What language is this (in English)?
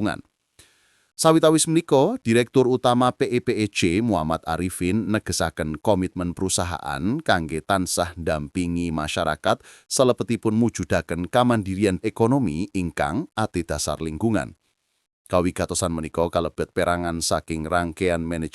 Javanese